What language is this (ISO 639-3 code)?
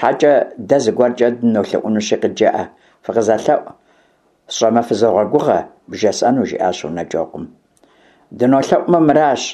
kbd